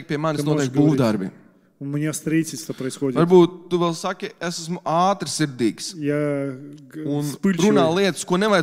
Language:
Latvian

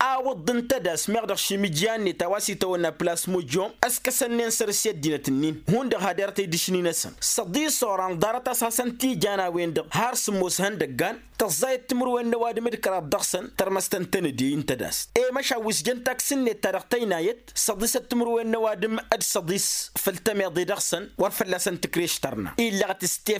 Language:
Tamasheq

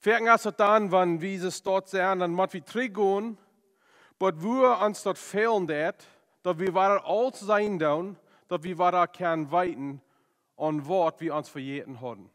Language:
Plautdietsch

